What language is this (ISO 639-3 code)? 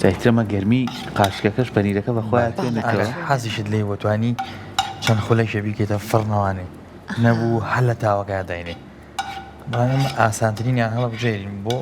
ckb